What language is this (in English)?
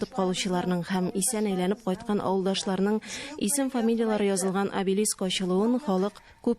Tatar